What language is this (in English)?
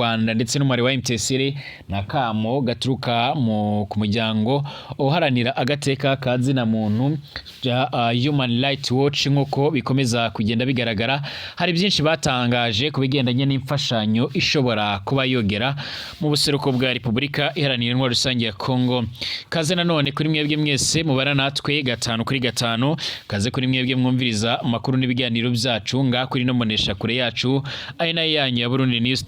Rundi